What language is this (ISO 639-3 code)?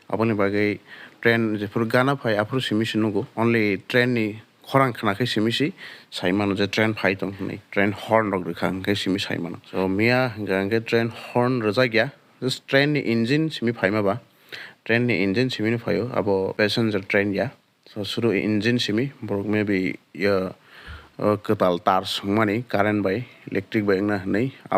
trp